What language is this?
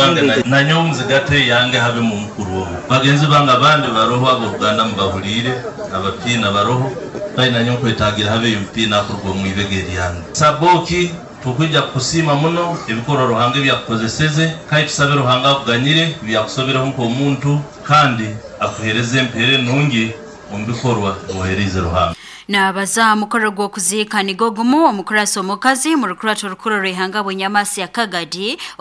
Nyoro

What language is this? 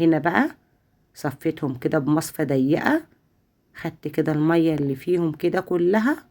Egyptian Arabic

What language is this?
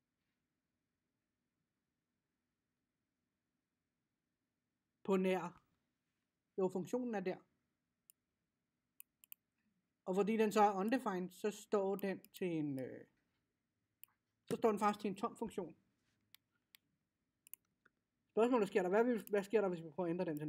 Danish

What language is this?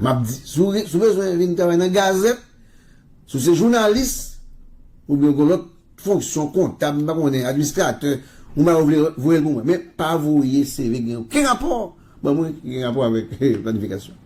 Haitian Creole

